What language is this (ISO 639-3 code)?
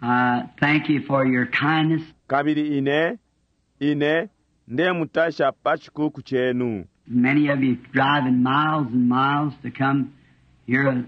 bem